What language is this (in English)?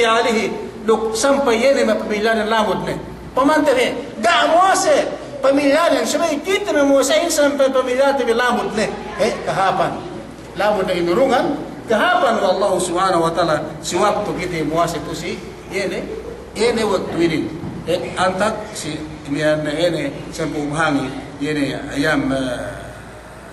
Yakan